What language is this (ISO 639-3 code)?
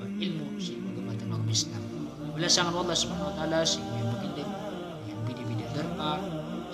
mrw